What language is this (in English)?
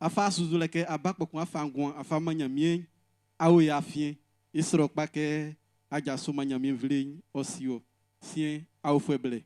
Baoulé